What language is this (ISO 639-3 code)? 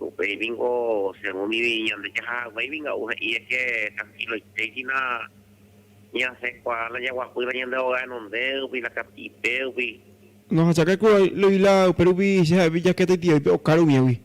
grn